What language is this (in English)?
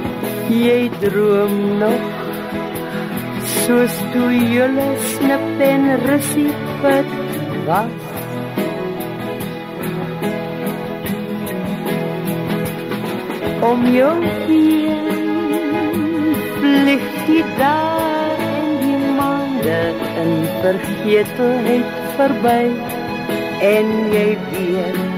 Afrikaans